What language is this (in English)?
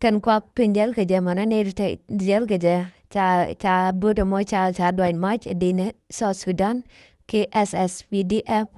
Nuer